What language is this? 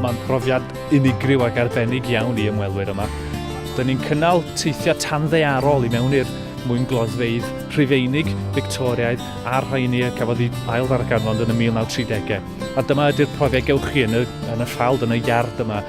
Welsh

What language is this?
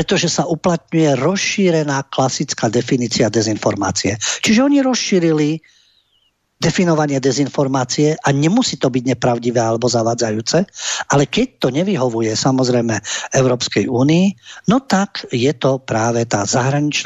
Slovak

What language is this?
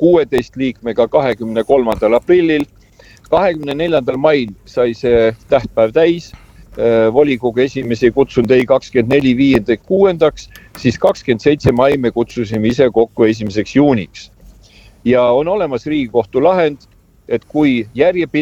Estonian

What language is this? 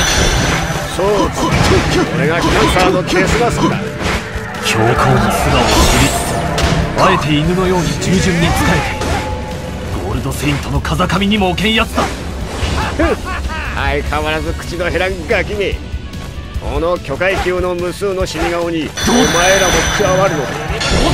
Japanese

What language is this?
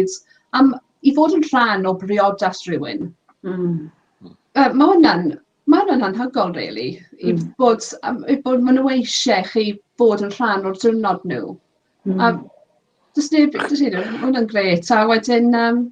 Welsh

